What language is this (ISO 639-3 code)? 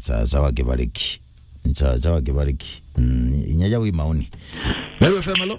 mer